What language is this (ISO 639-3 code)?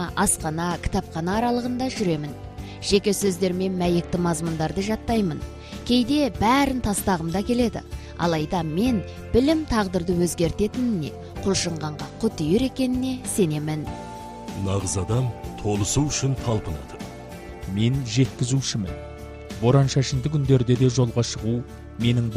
kaz